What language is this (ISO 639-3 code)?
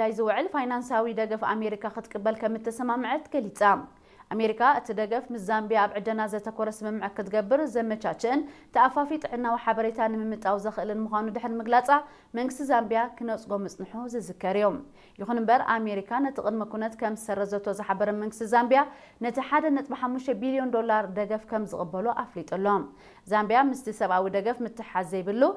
tir